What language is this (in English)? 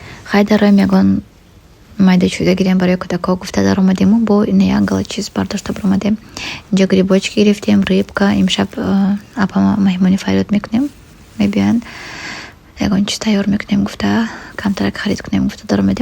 Tajik